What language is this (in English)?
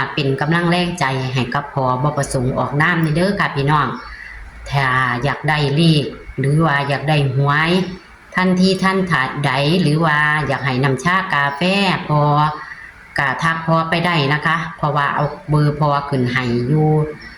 Northeastern Thai